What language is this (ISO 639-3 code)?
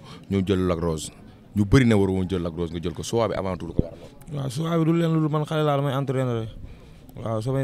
wol